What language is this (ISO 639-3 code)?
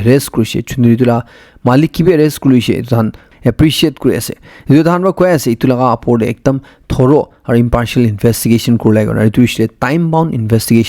nag